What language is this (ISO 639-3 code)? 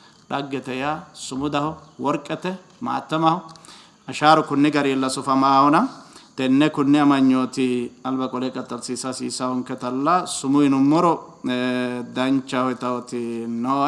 sid